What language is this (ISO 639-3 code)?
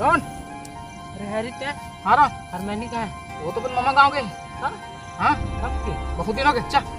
hne